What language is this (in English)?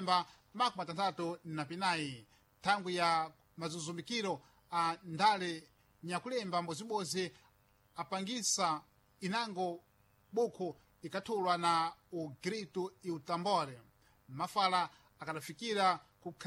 Sena